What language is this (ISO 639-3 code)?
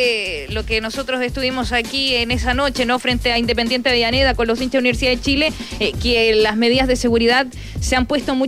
spa